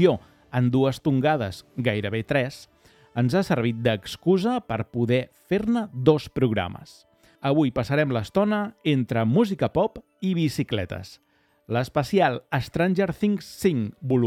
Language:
Catalan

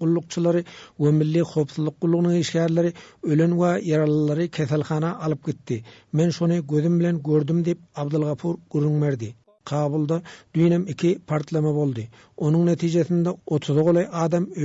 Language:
Turkmen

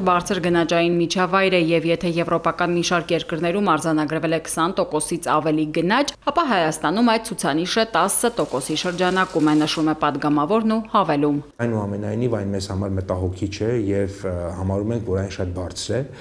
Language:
Armenian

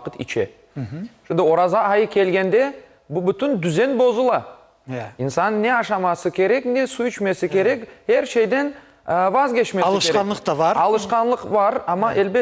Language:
Crimean Tatar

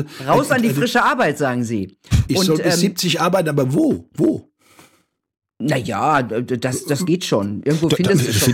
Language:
German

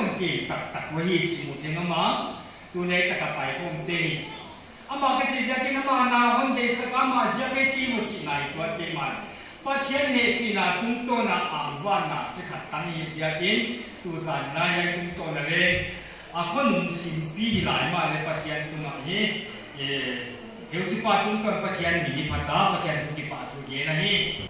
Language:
Paite Chin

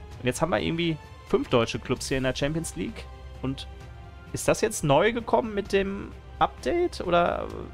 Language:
German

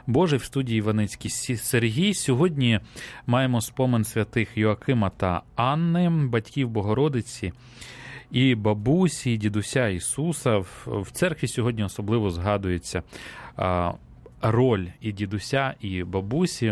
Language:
Ukrainian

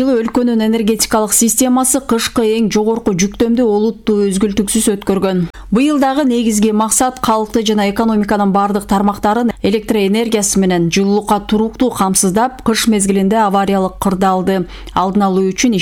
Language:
Kyrgyz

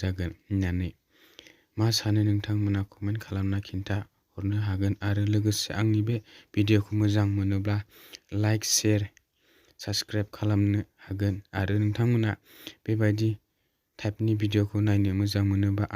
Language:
Bodo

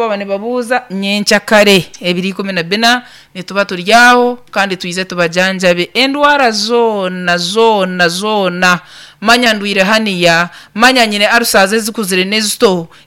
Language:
Nyankole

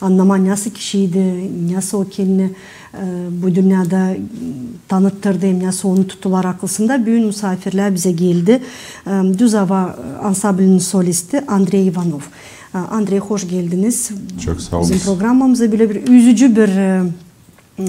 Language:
Gagauz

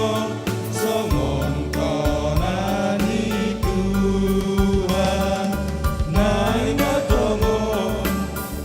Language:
Batak Simalungun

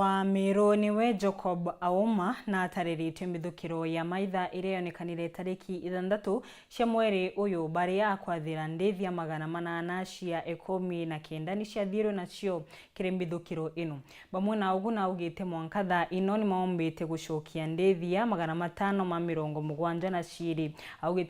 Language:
Meru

